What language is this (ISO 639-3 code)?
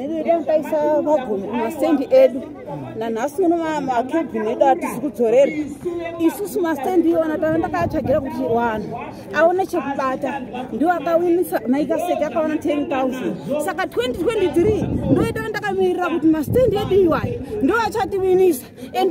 sna